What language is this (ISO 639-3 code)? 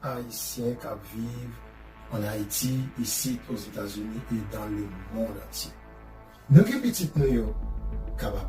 hat